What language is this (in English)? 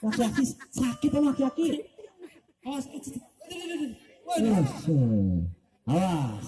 Betawi